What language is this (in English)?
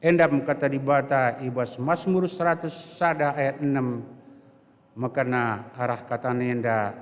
Batak Karo